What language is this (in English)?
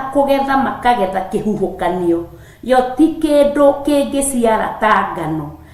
Kikuyu